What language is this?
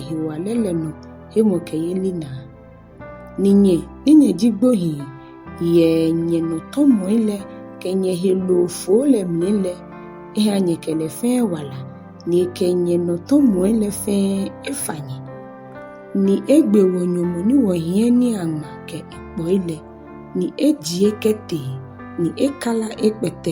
Ga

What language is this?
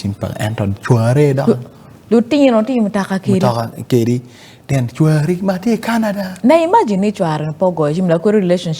Acoli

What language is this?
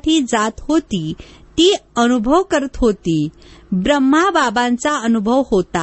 Marathi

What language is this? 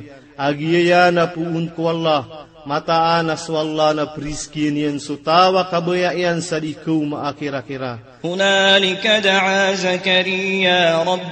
Maranao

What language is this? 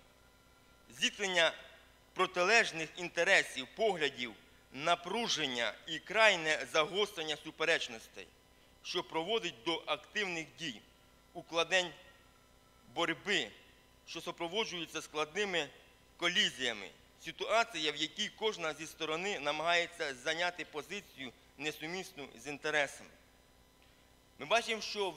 Ukrainian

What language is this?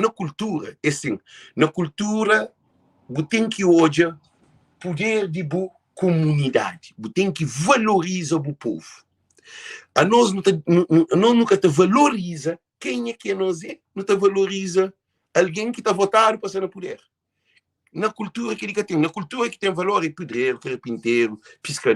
Kabuverdianu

